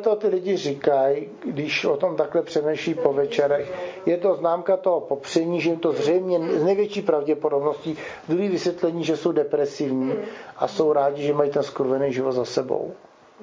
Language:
Czech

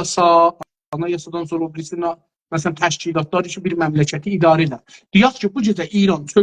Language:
South Azerbaijani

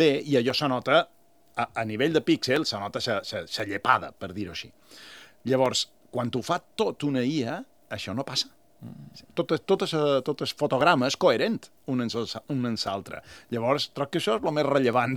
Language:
Catalan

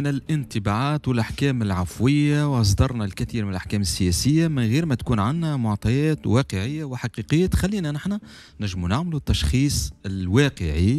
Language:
Tunisian Arabic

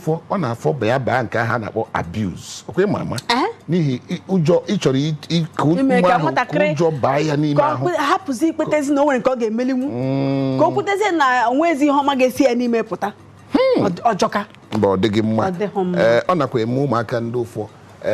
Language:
Igbo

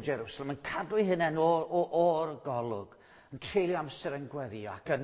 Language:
Welsh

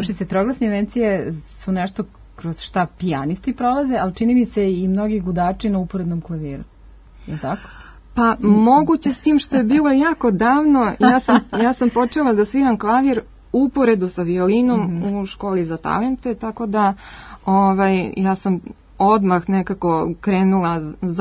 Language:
Serbian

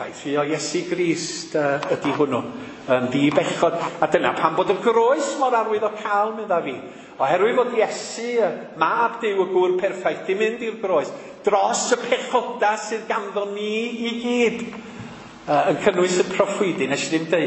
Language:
Welsh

